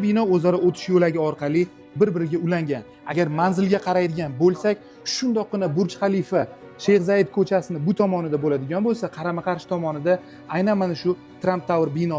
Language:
Uzbek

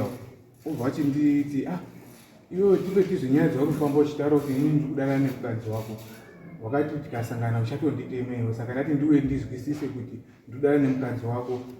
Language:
Shona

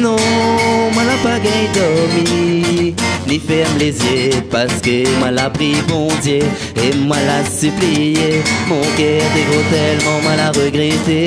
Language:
Réunion Creole French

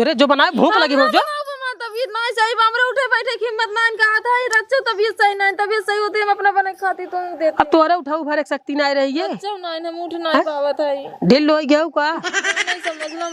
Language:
Awadhi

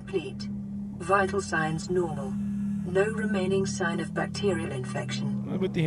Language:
Bavarian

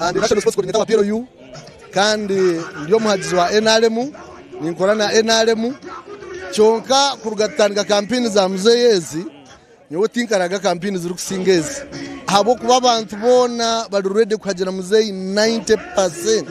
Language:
Nyankole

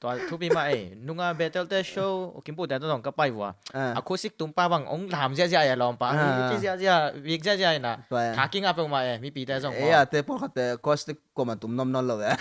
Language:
Tedim Chin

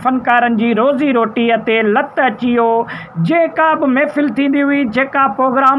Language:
Sindhi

